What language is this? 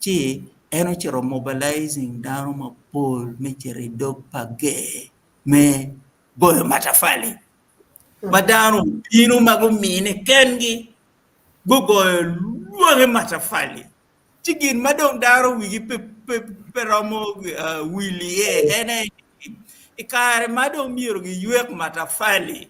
Acoli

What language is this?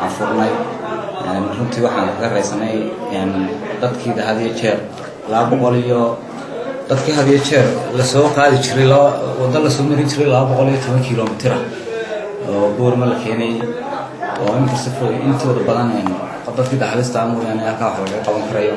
Somali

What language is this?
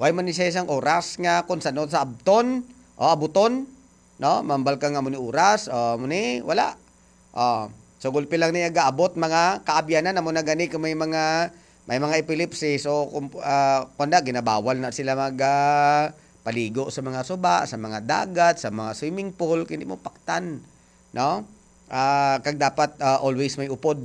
Hiligaynon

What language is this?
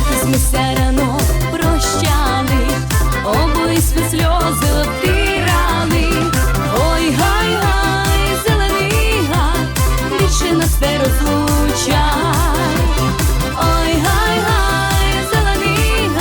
Rusyn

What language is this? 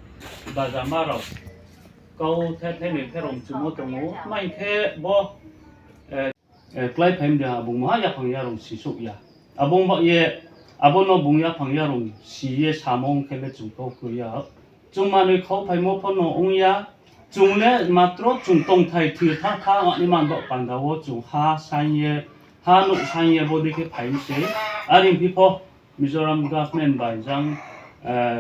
Riang (India)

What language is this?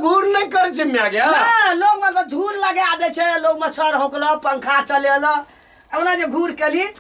Maithili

